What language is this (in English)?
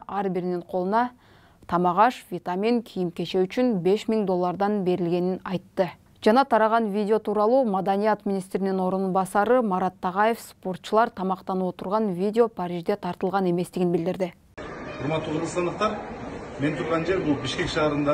Kyrgyz